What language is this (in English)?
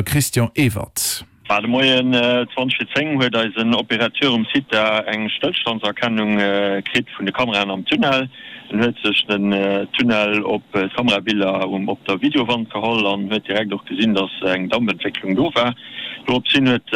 Luxembourgish